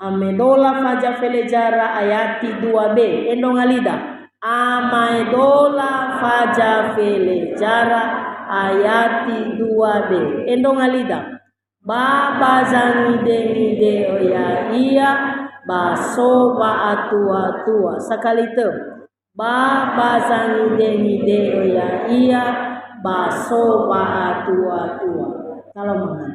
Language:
Nias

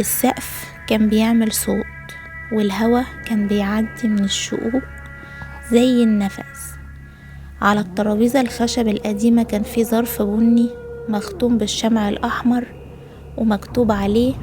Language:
Egyptian Arabic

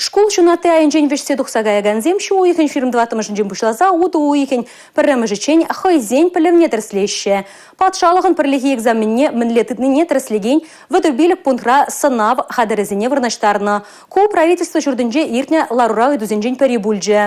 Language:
Chuvash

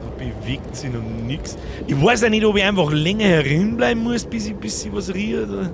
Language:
Bavarian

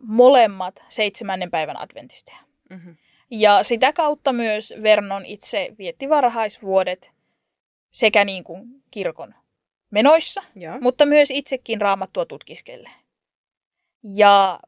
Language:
Finnish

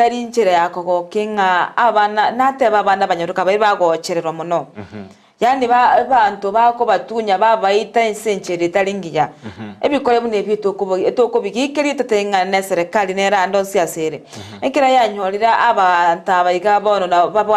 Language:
Gusii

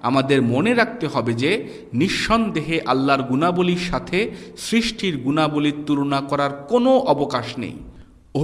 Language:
Bangla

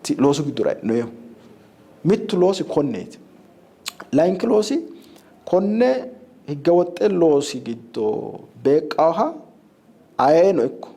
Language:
Sidamo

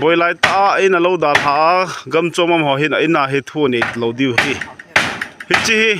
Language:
Thado Chin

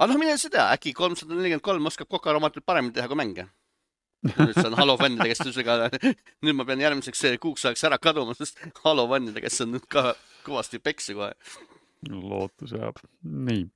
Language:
Estonian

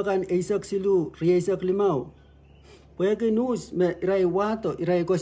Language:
Pohnpeian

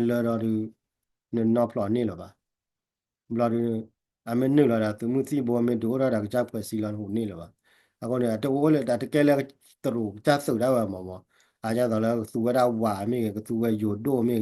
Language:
S'gaw Karen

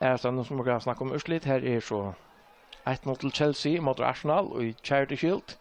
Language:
Faroese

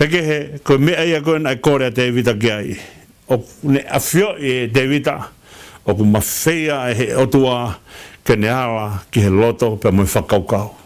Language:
Tongan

